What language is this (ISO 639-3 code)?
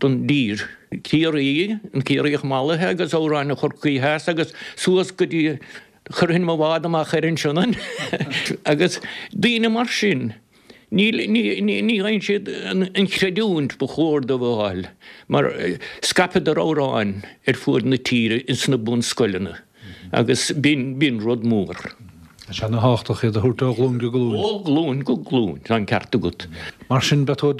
gle